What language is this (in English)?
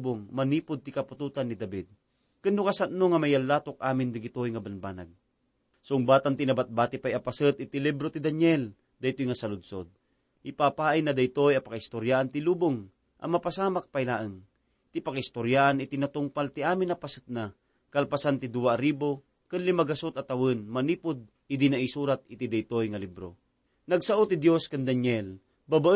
Iloko